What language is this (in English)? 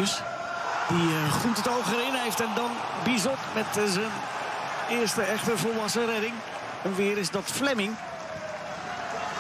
Dutch